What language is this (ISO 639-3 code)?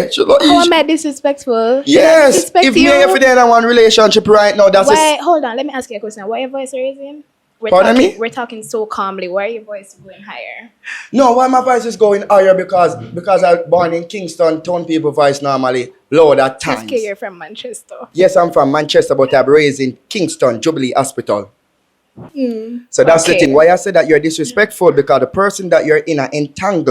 jam